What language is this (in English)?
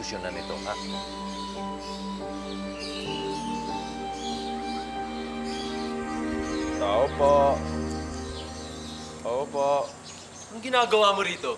Filipino